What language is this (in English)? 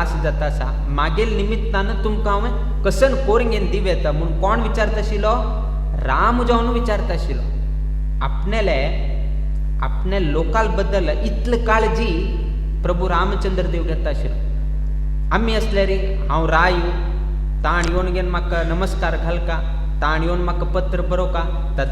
Konkani